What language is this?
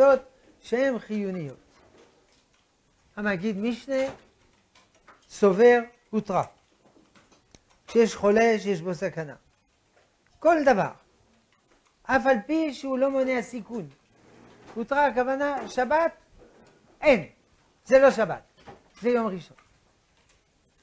Hebrew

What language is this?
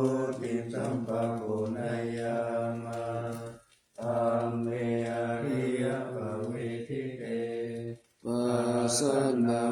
Pali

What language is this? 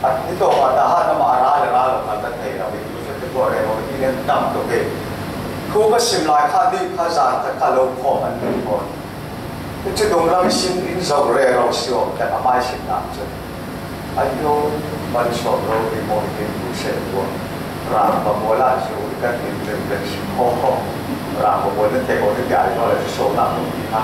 Falam Chin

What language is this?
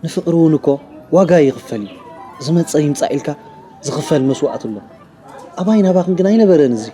Tigrinya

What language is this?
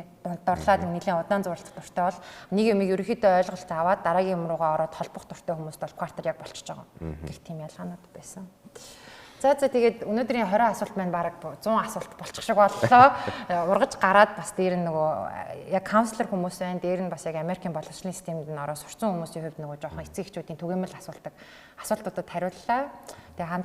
Mongolian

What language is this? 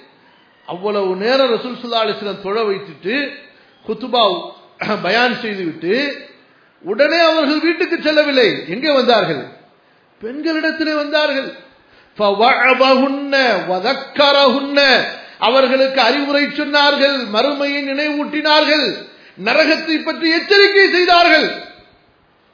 Tamil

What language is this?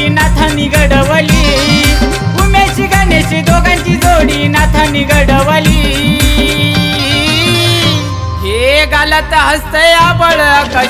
Marathi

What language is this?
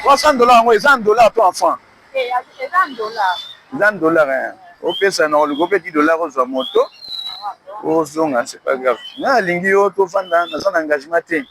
Lingala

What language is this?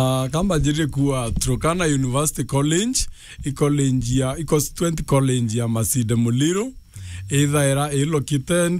Meru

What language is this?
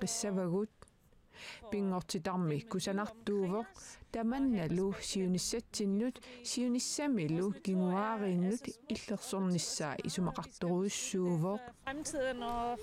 Kalaallisut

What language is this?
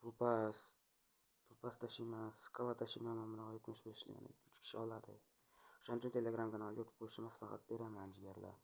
Uzbek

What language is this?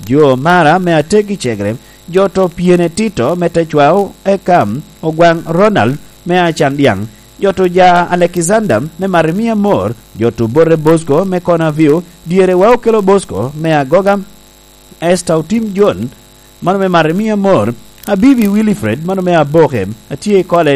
Lango (Uganda)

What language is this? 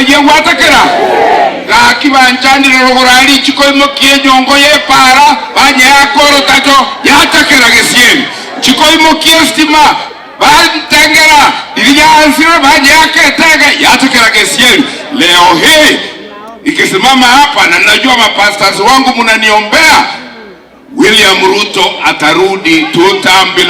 Gusii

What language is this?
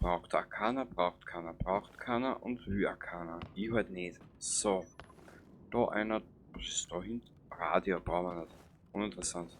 Bavarian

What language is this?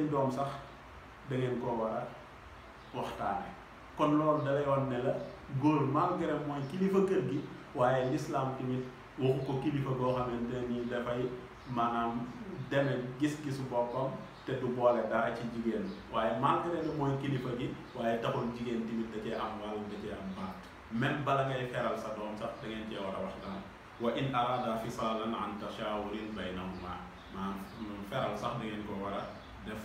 Wolof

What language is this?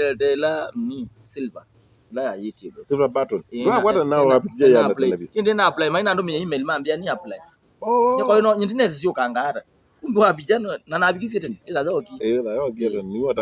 Kamba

